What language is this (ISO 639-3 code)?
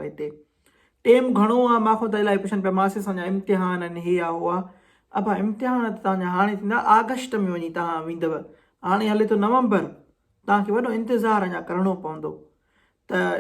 snd